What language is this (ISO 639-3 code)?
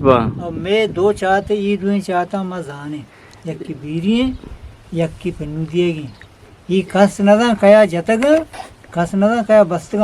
bgp